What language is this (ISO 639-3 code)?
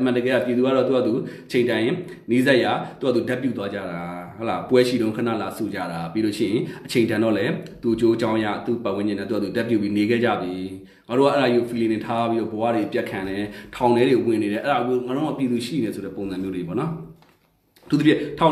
mya